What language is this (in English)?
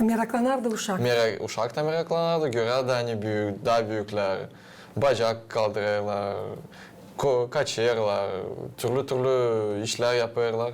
Gagauz